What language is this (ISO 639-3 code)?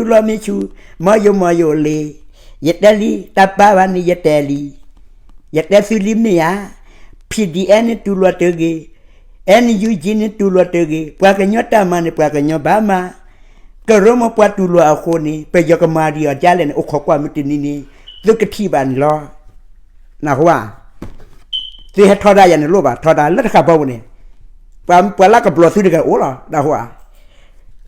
ksw